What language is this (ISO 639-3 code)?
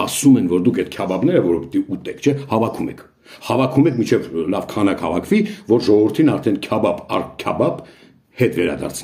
hye